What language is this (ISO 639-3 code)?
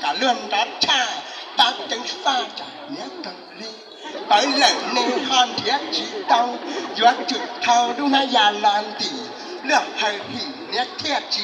hmn